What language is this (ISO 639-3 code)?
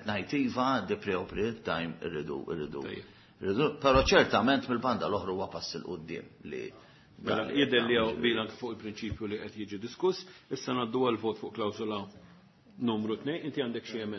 mlt